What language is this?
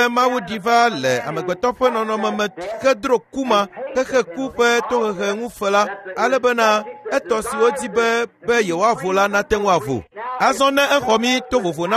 Ewe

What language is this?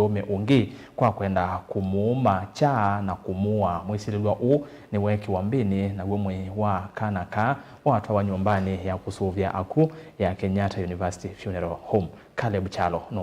Kamba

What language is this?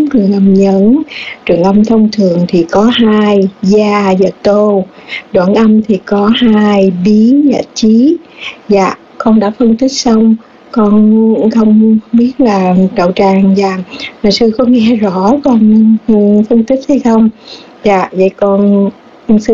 Vietnamese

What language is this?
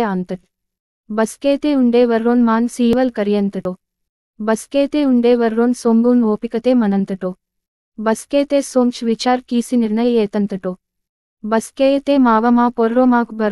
Gondi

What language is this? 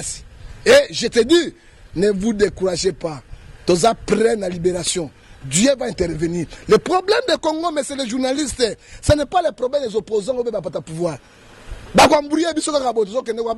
Lingala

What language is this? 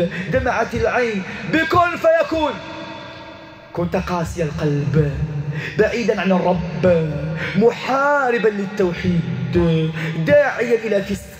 Arabic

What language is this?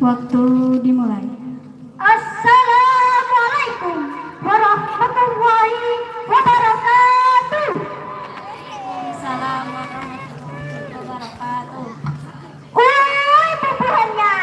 Banjar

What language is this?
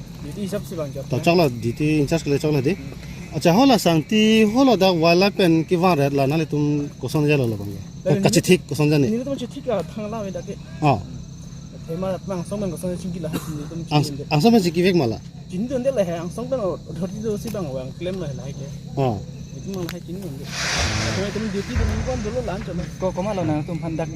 Karbi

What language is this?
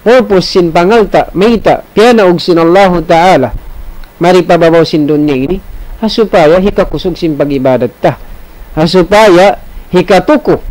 Tausug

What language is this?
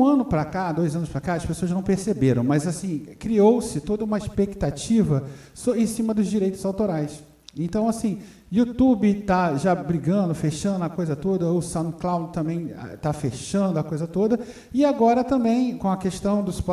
Portuguese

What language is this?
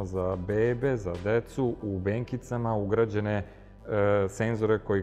Serbian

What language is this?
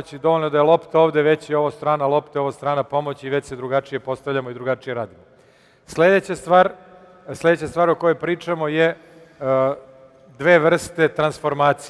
Serbian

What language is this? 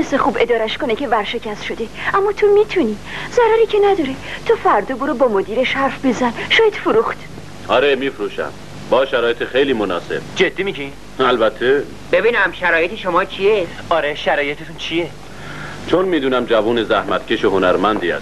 Persian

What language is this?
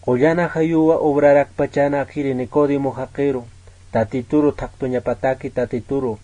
Aymara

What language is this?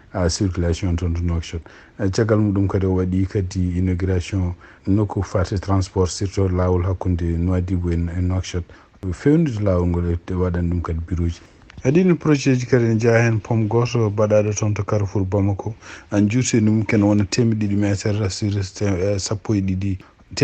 Fula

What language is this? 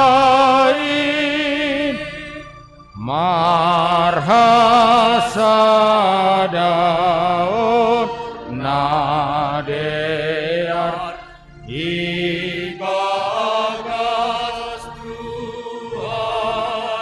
Batak Simalungun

